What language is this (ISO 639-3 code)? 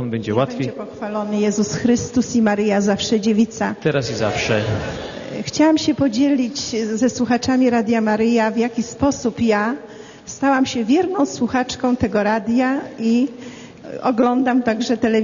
pol